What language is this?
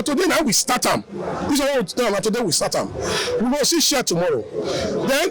Nigerian Pidgin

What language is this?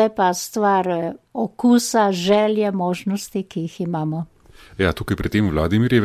Slovenian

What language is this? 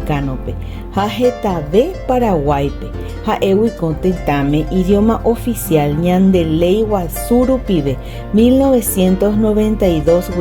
Guarani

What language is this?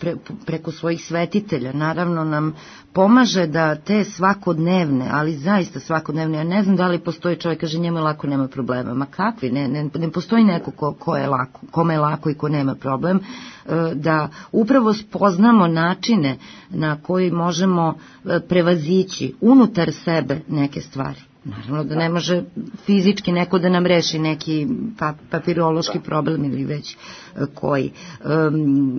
Serbian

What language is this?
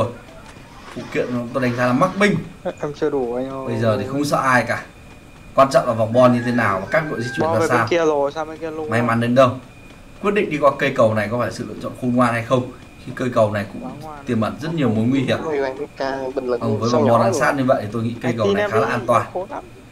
Vietnamese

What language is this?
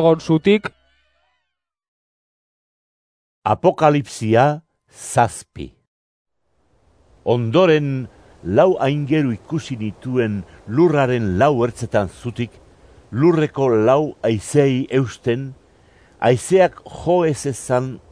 Basque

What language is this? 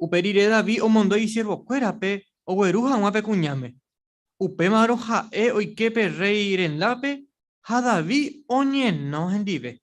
Guarani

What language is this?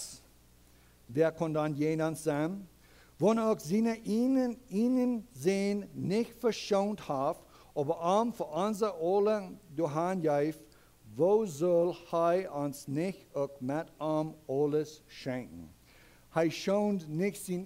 Plautdietsch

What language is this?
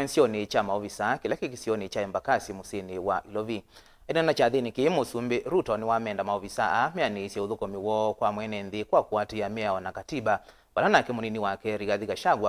Kamba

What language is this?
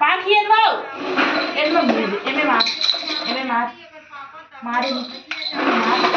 Chhattisgarhi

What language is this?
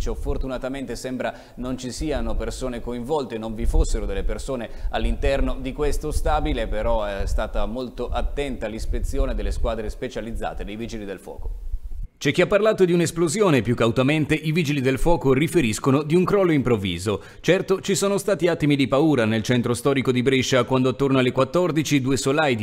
Italian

